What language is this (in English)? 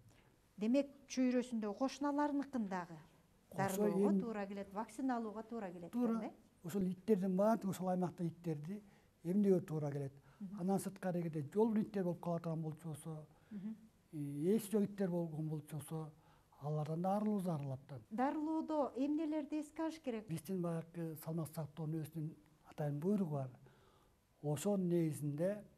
Kyrgyz